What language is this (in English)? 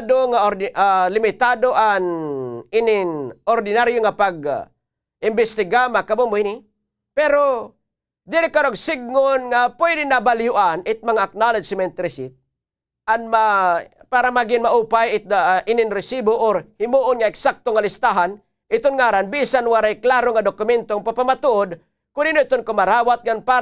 Waray